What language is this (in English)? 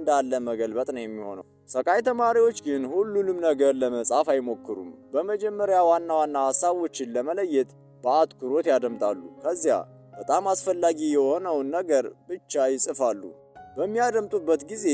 Amharic